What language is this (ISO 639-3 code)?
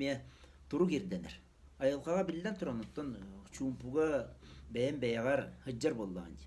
sah